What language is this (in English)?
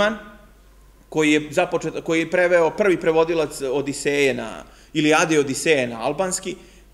Serbian